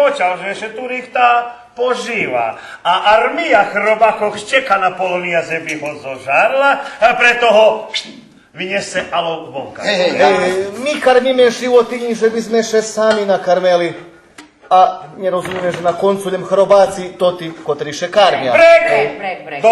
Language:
Rusyn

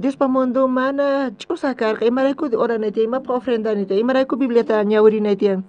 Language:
South Bolivian Quechua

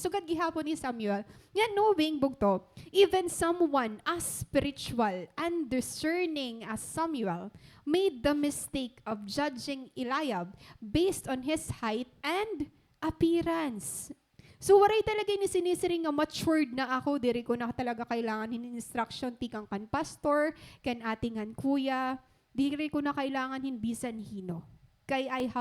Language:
Waray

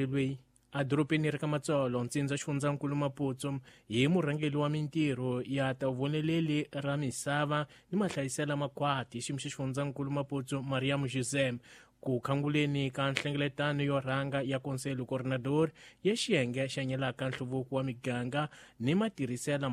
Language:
Tsonga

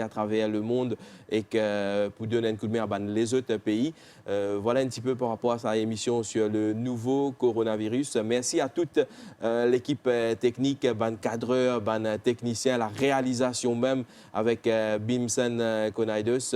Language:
Morisyen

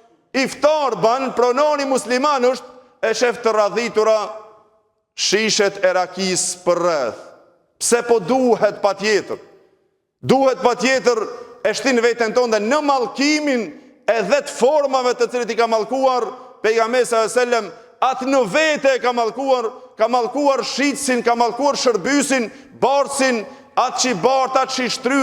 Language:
Albanian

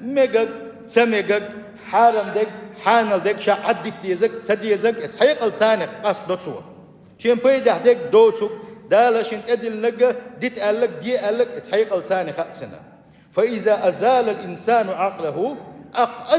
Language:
Chechen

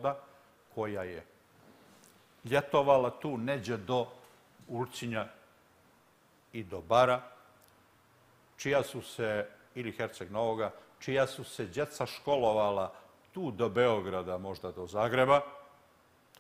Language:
Serbian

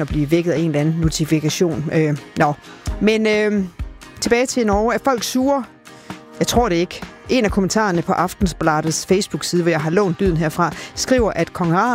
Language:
Danish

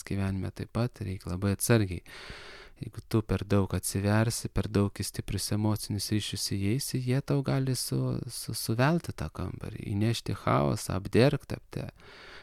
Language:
Lithuanian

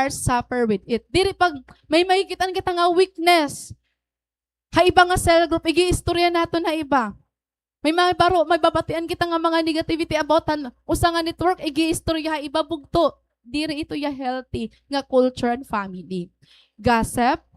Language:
Waray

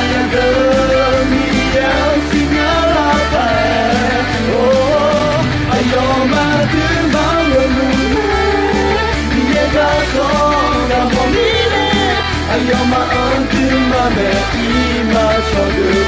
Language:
Akha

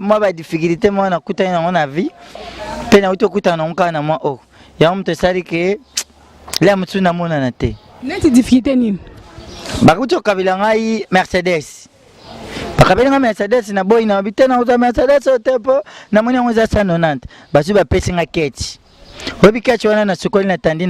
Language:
Lingala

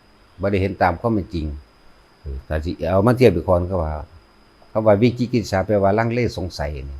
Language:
Northeastern Thai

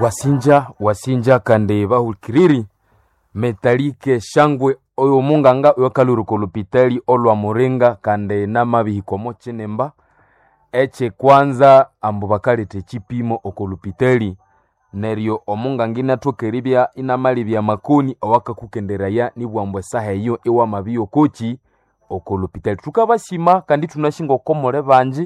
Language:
Nande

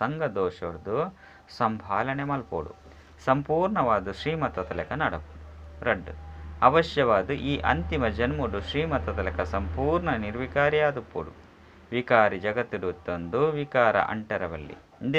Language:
Tulu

